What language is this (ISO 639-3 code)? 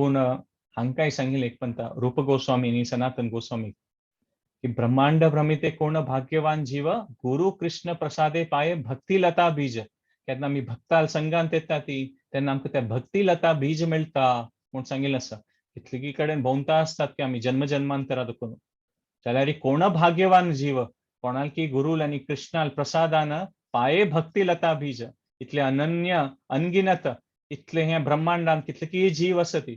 kok